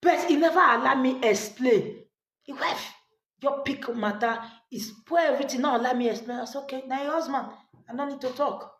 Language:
Nigerian Pidgin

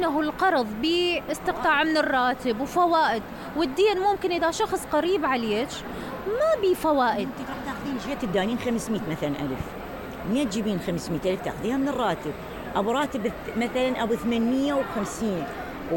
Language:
Mesopotamian Arabic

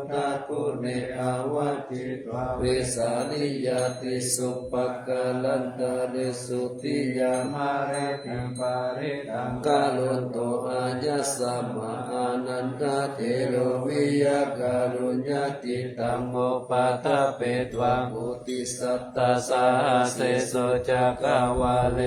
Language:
Pali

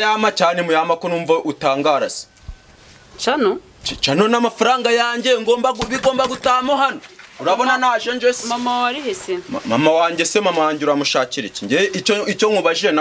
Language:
Kinyarwanda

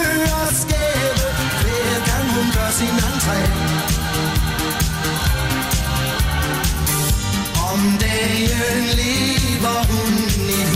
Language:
Danish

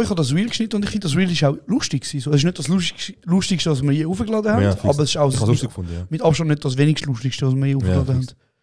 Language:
Swiss German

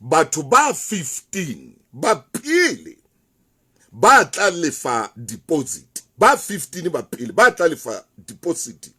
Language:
Southern Sotho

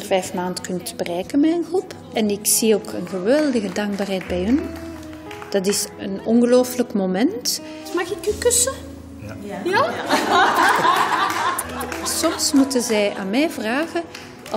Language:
Dutch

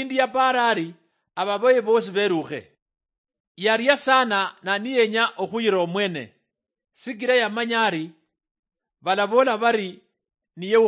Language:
Luyia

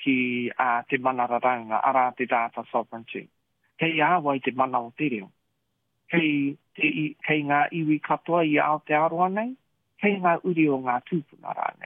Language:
Māori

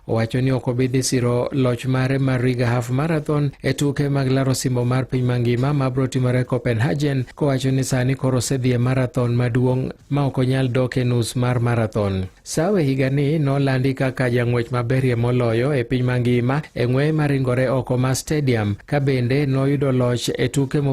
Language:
Luo (Kenya and Tanzania)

